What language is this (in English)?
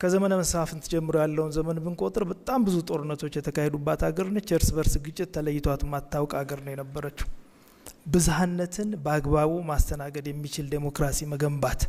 Amharic